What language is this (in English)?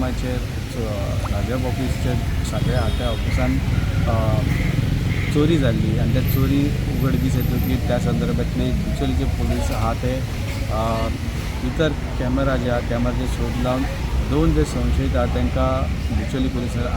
Konkani